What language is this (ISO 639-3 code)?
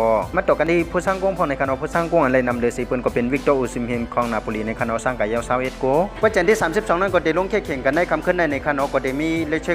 shn